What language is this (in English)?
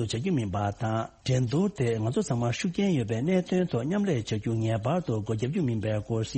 Tibetan